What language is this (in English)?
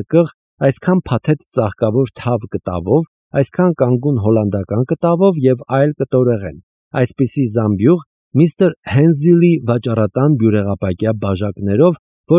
Armenian